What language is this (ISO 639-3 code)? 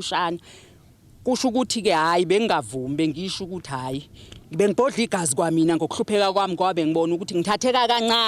zul